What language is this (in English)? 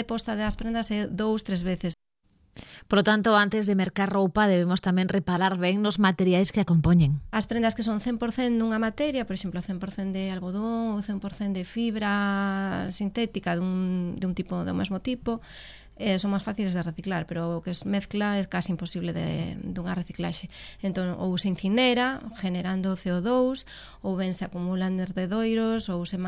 Galician